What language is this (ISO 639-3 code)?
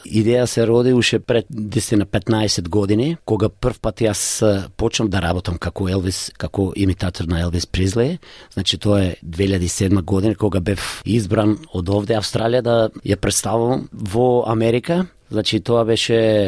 mkd